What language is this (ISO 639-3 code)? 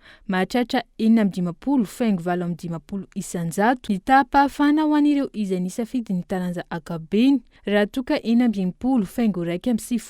mlg